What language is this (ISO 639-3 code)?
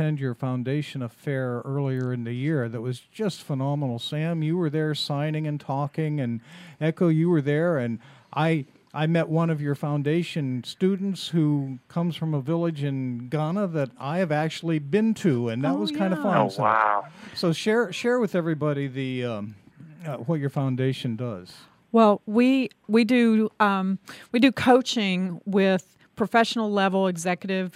eng